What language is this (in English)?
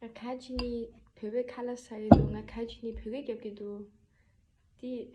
Tibetan